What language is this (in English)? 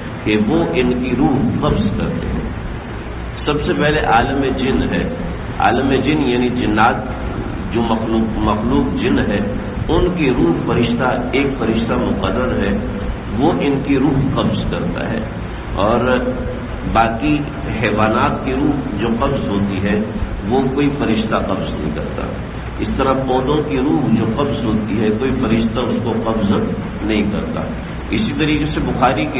Urdu